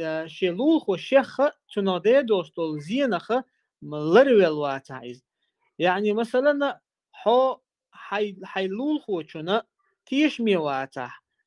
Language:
Chechen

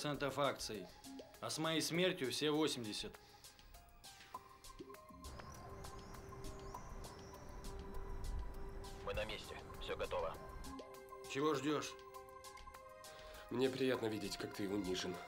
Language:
Russian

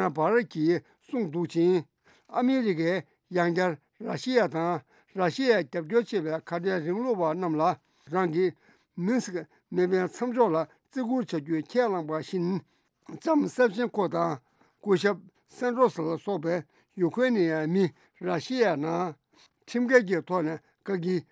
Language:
Tibetan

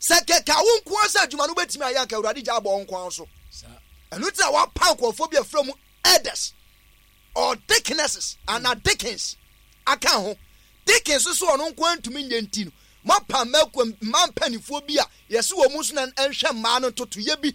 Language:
Akan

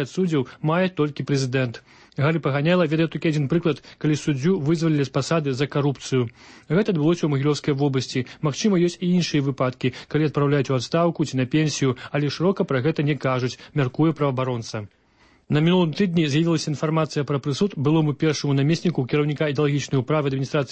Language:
Belarusian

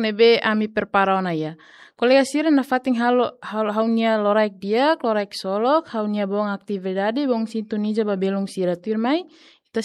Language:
Tetum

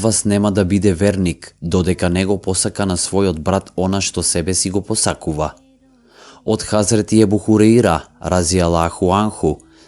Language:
Macedonian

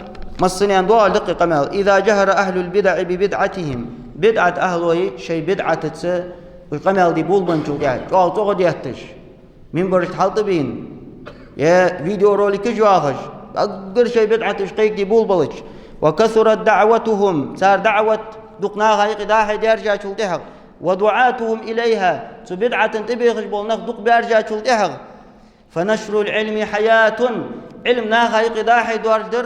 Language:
Ingush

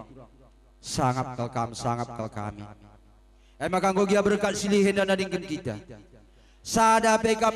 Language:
Batak Karo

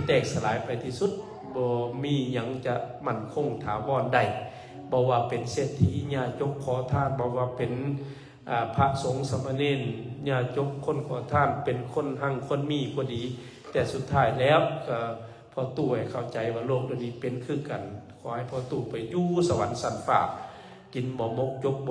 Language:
Lao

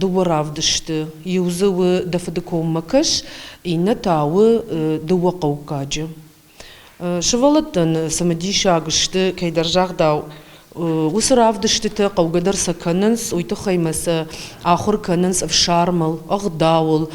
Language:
Ossetic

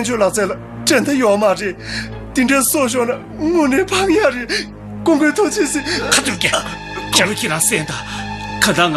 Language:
Tibetan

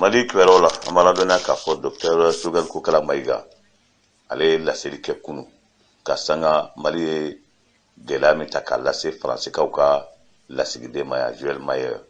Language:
Bambara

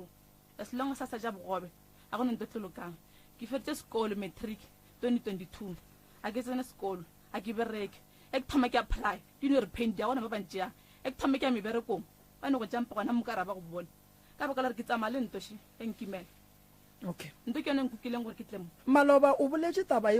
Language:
Northern Sotho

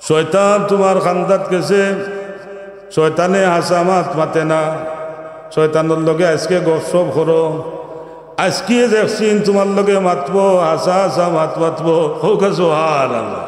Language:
Sylheti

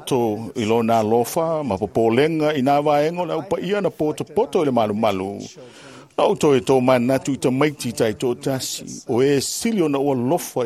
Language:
Samoan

